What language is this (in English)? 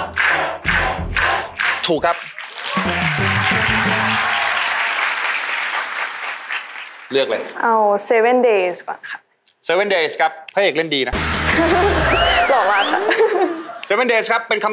Thai